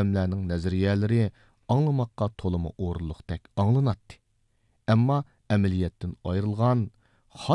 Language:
Uyghur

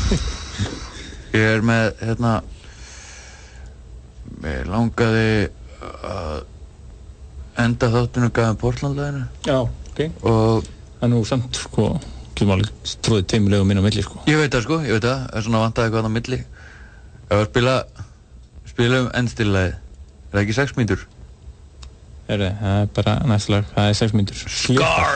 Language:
Icelandic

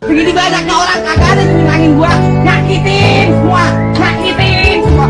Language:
Betawi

